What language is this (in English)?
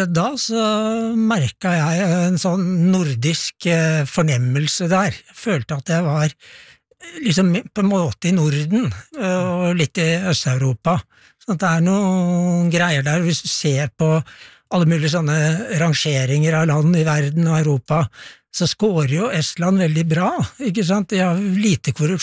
Norwegian